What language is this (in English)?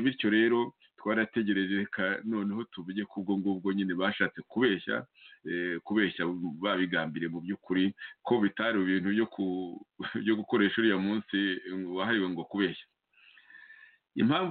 Kinyarwanda